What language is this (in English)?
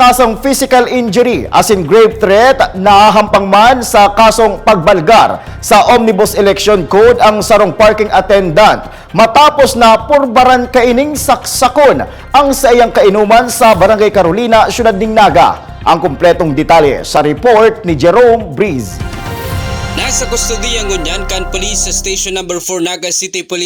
Bikol